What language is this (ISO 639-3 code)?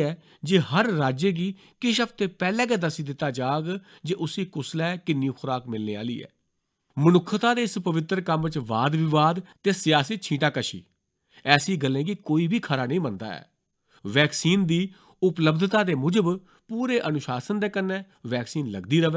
doi